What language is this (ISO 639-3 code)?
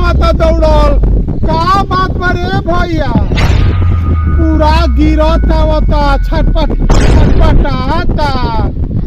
bho